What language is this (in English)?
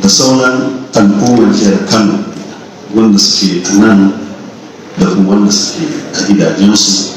Hausa